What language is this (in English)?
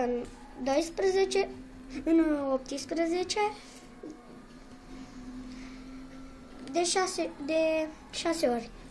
Romanian